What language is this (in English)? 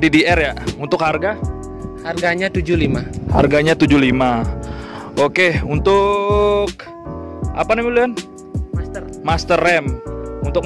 Indonesian